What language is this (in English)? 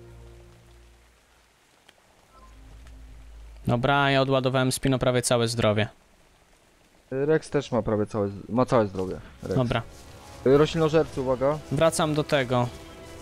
Polish